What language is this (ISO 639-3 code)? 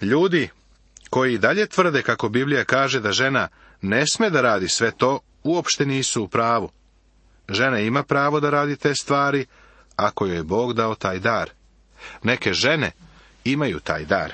srp